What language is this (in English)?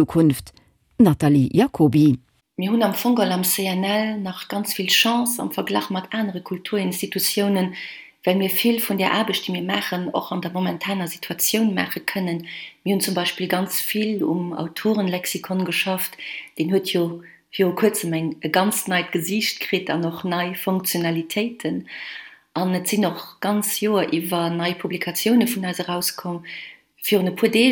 Luxembourgish